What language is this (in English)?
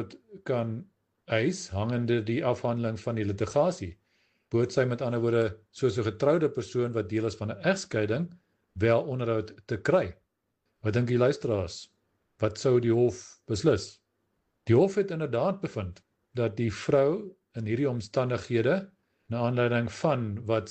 Afrikaans